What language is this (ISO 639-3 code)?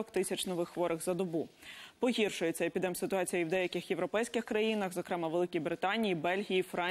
ukr